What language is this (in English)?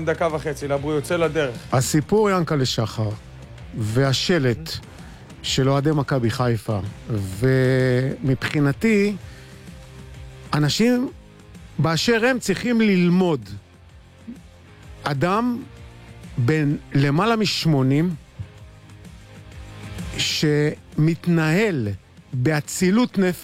Hebrew